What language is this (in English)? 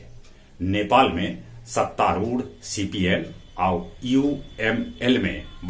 Magahi